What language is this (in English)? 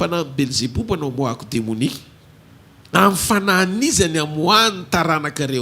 Malagasy